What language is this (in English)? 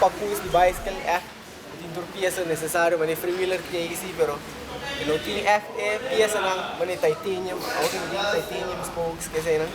Papiamento